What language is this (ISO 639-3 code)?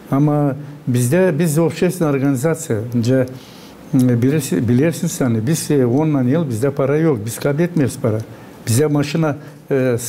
gag